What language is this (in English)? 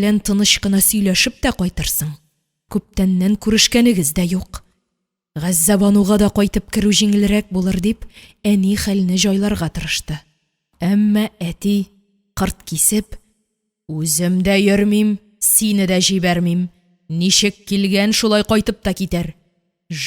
Tatar